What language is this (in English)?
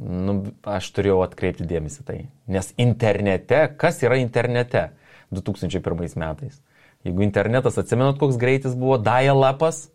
Lithuanian